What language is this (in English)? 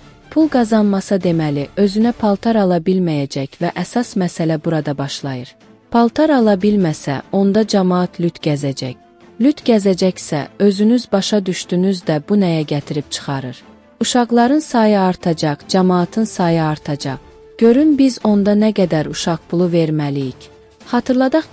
Azerbaijani